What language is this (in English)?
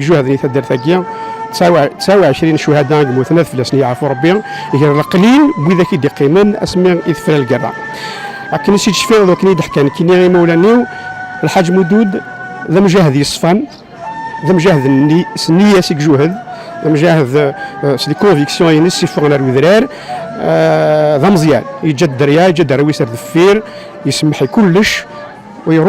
Kabyle